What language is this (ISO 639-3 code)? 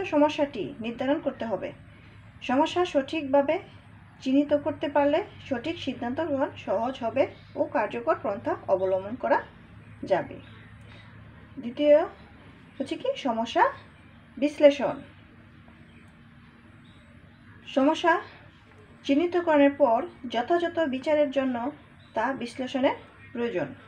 ben